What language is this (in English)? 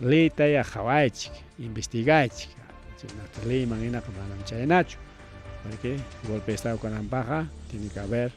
Ayacucho Quechua